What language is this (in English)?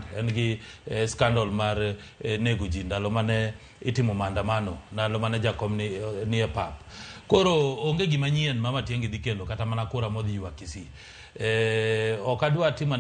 Luo (Kenya and Tanzania)